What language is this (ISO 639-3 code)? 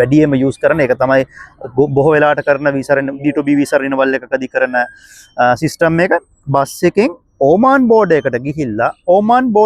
sin